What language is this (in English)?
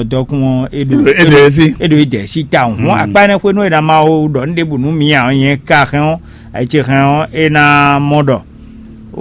Fon